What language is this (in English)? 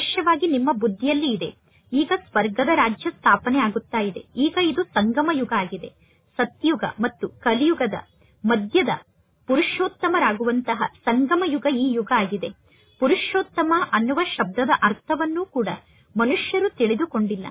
Kannada